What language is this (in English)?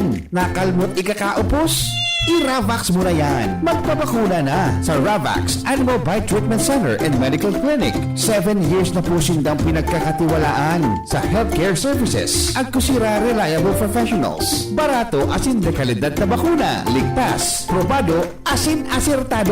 Bikol